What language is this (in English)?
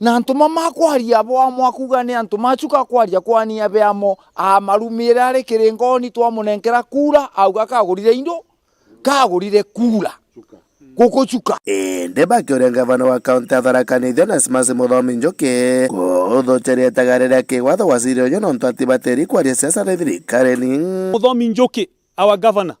Meru